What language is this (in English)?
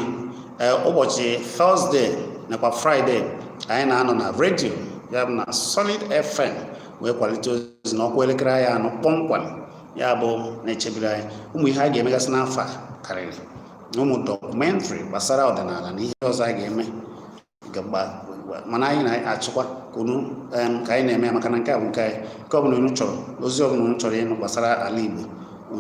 Igbo